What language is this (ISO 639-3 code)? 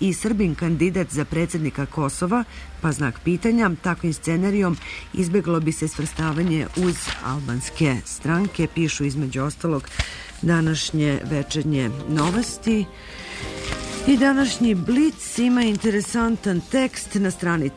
srp